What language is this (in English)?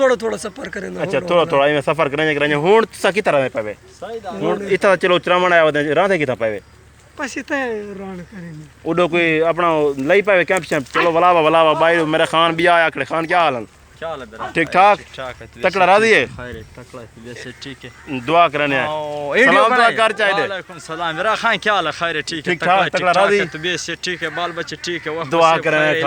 Saraiki